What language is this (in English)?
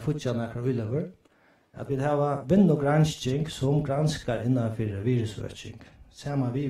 Faroese